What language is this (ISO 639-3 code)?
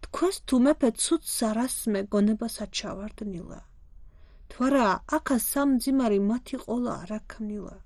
kat